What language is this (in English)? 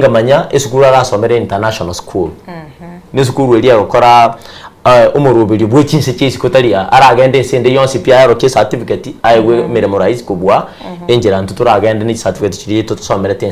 Gusii